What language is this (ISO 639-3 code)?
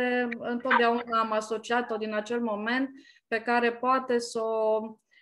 ron